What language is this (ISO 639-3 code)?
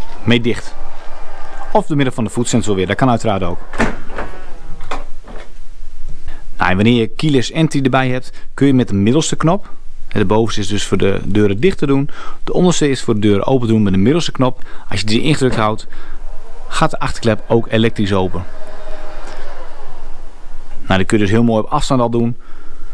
nld